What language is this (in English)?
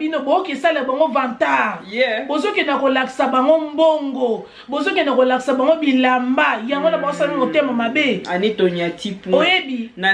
Lingala